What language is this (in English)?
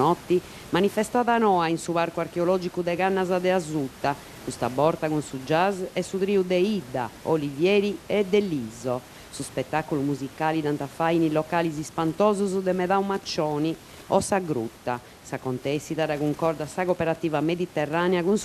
Sardinian